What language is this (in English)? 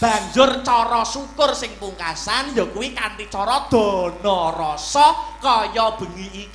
Javanese